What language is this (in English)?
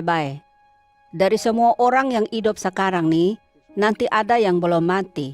Kupang Malay